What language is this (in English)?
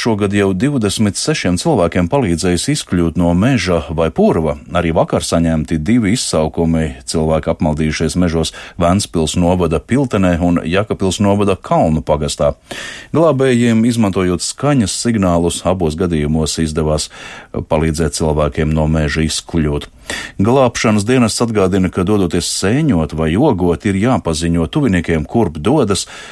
Latvian